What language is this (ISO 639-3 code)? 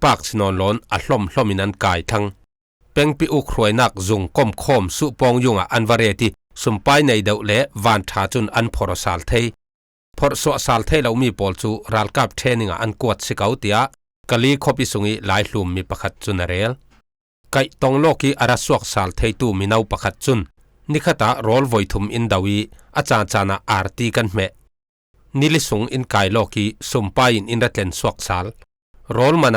cfm